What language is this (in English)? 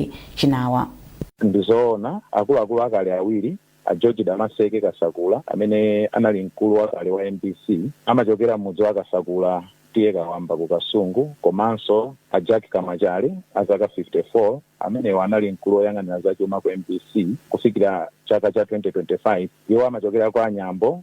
Nyanja